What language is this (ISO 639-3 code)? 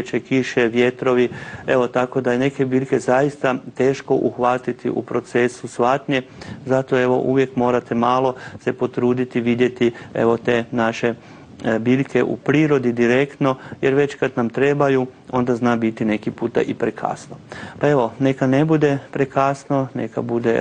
hrv